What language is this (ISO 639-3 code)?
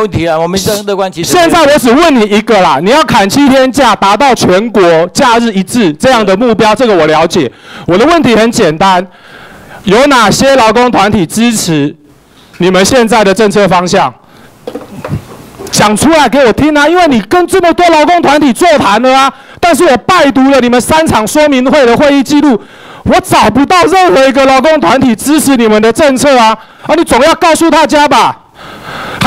zho